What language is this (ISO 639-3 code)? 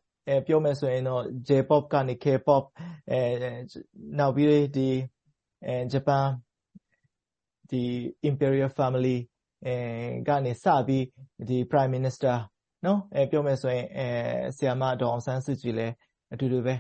mya